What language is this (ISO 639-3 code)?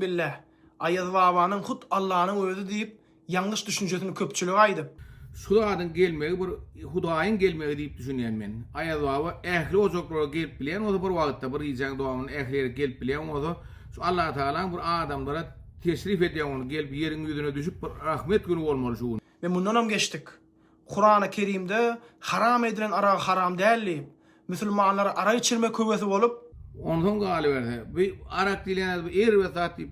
tuk